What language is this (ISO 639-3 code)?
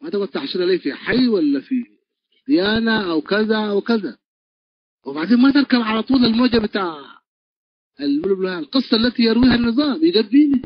tig